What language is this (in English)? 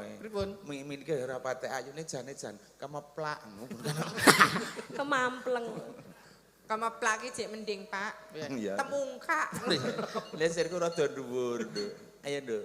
Javanese